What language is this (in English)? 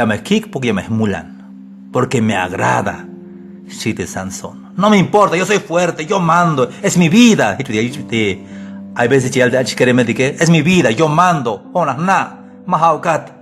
Tzeltal